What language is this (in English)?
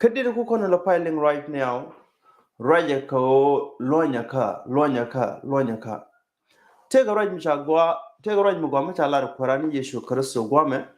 Nuer